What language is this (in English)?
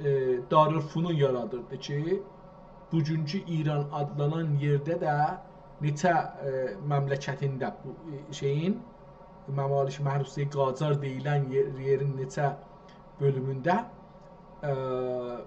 South Azerbaijani